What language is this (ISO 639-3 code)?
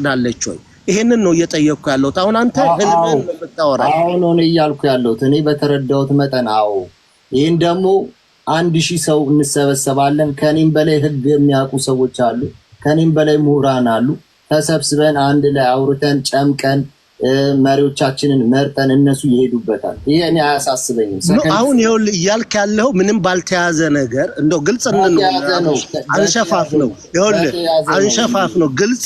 amh